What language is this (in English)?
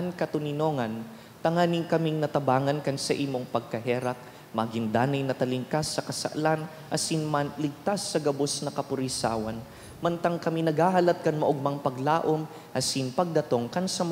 Bikol